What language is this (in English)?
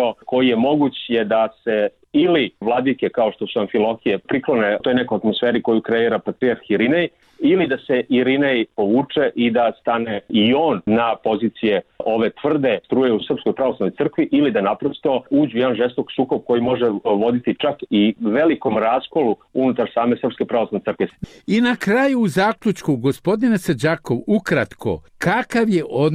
Serbian